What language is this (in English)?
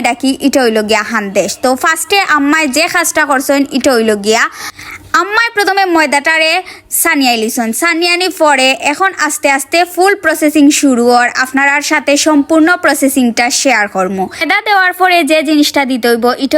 Sylheti